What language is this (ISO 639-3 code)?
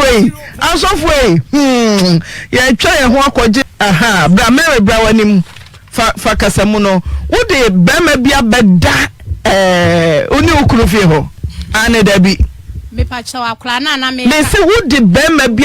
aka